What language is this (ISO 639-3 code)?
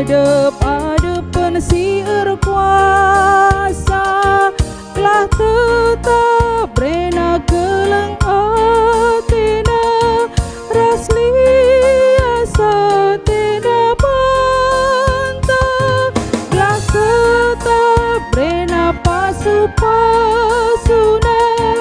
btx